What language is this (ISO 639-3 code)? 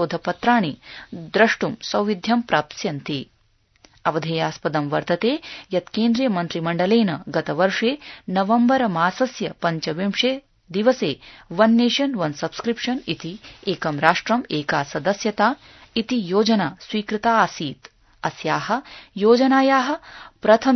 san